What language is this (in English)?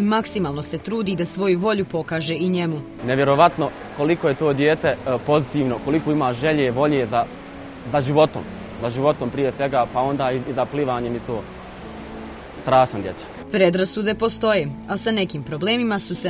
Bosnian